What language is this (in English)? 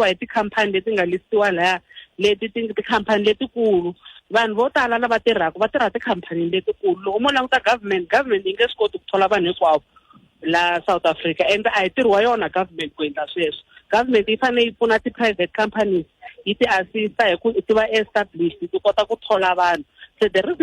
Tsonga